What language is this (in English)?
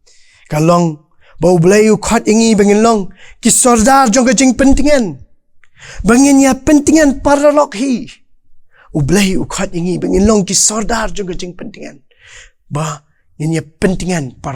Khasi